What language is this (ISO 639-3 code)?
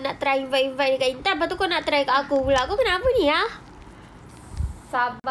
msa